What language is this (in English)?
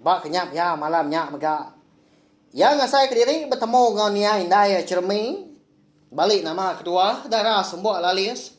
Iban